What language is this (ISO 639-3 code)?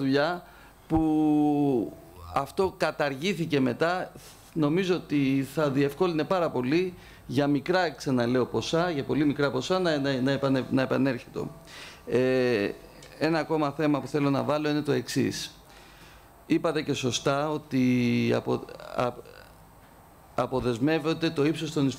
ell